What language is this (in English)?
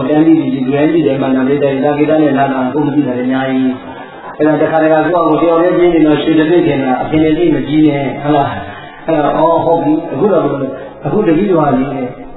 Burmese